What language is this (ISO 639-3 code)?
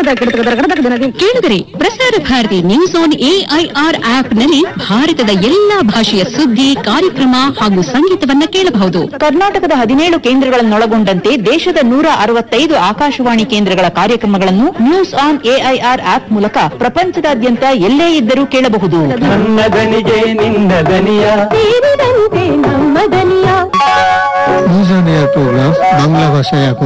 kan